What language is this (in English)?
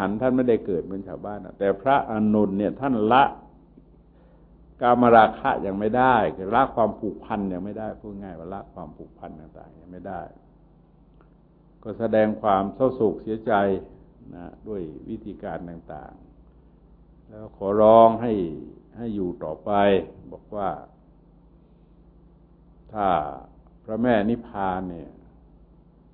Thai